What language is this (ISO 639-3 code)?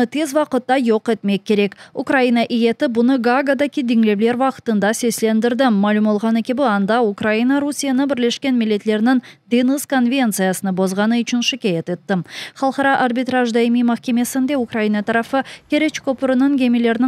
crh